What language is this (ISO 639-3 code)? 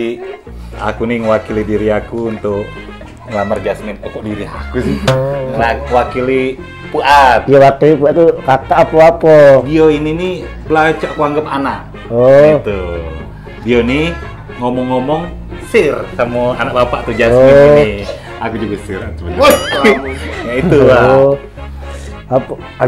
mui